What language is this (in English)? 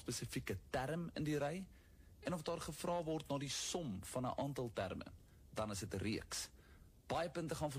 Afrikaans